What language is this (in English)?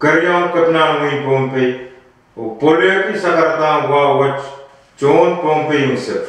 Pohnpeian